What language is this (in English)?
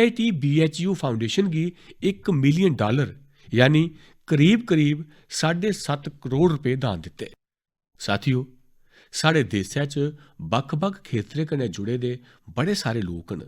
Dogri